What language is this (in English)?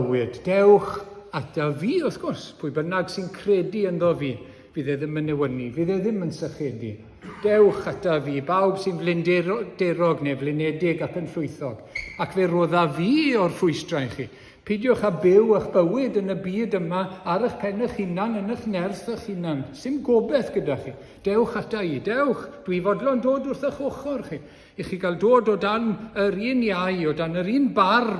Welsh